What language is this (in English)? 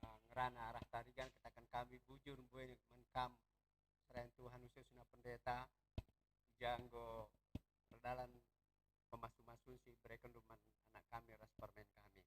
Batak Karo